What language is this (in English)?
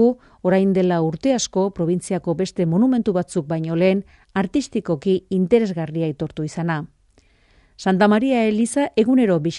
Basque